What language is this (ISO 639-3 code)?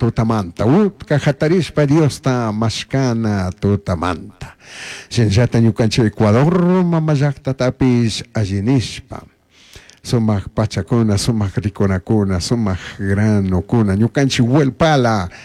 qug